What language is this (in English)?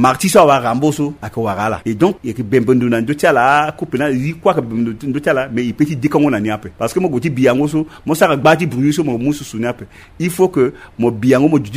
Sango